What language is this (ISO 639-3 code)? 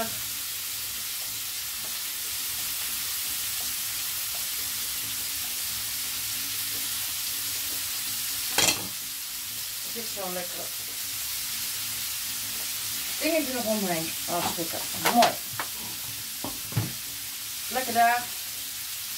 nld